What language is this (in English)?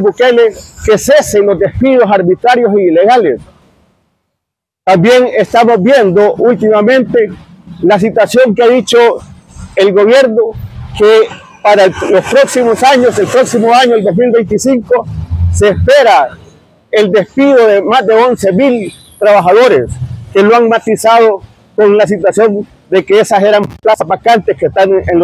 Spanish